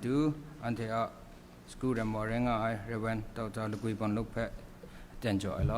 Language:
Kachin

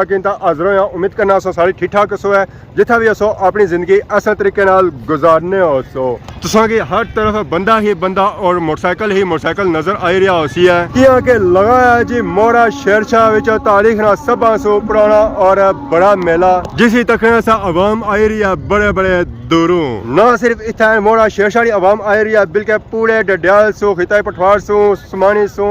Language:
Pahari-Potwari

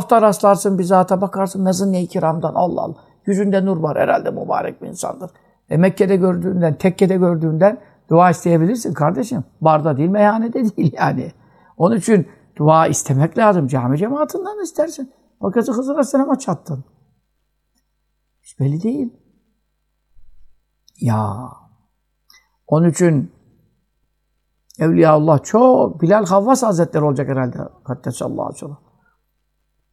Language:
Turkish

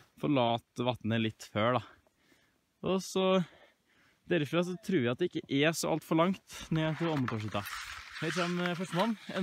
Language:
Norwegian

